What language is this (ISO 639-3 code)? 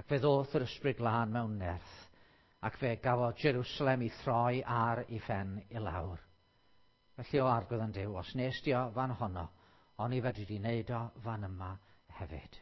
cym